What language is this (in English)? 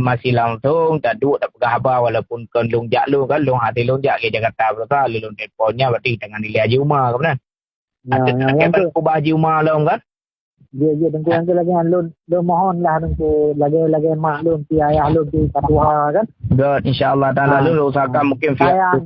Achinese